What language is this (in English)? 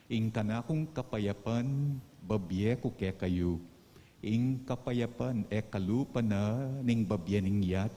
Pampanga